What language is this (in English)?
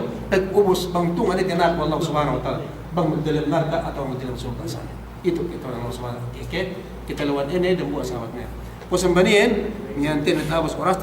Yakan